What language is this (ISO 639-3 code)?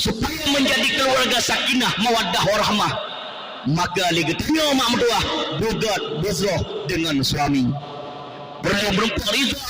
ace